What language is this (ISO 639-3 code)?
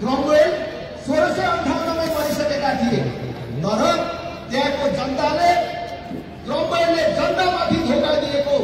nep